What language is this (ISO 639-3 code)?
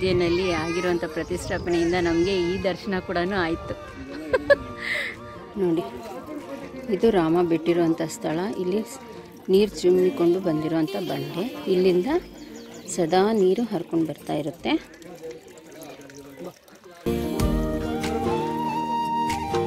kan